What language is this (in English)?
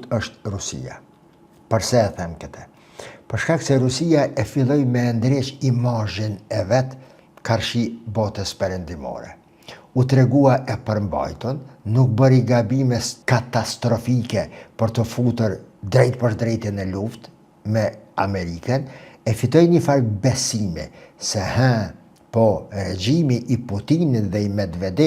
Albanian